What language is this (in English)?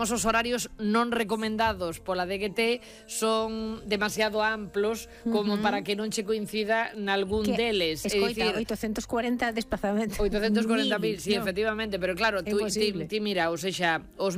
Galician